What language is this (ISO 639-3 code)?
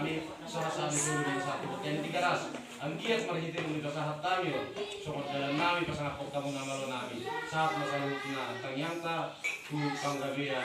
bbc